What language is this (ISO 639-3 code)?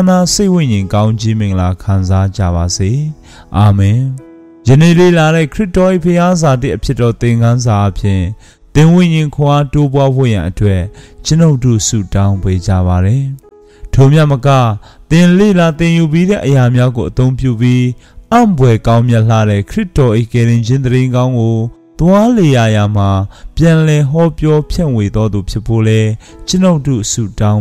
mya